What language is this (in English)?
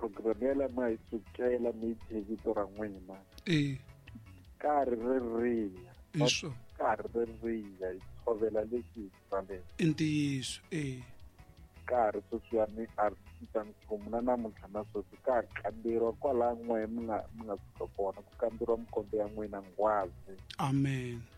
Tsonga